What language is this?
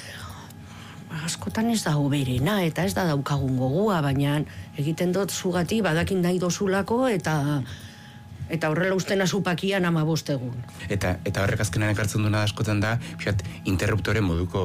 Basque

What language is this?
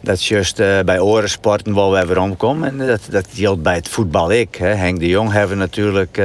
Western Frisian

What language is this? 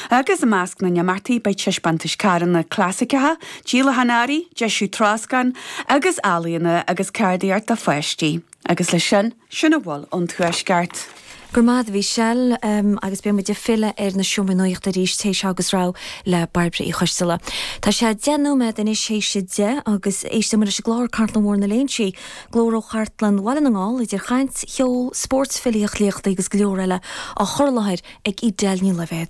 Irish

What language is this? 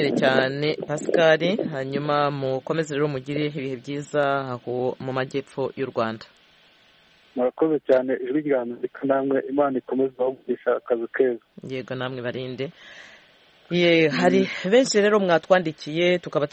Kinyarwanda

